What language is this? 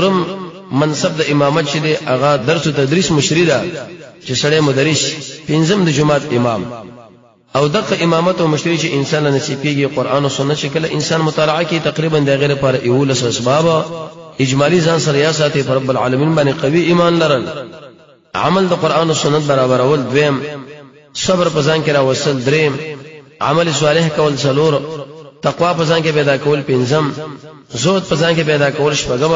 Pashto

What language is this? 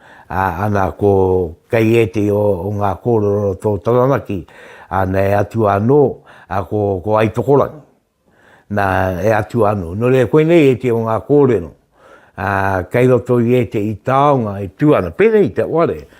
Māori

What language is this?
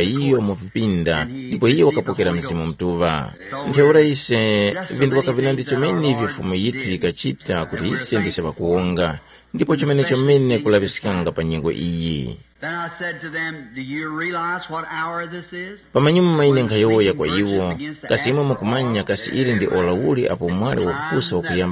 Tumbuka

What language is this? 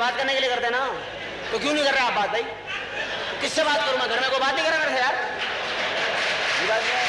Hindi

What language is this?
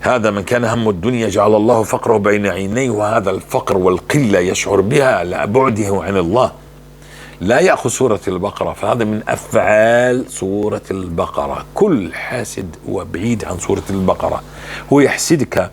North Levantine Arabic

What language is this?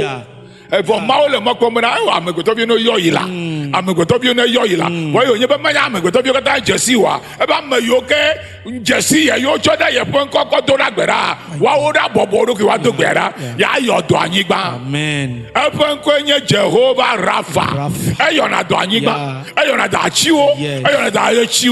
Ewe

